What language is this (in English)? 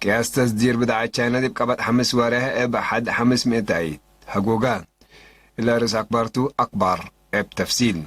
Tigre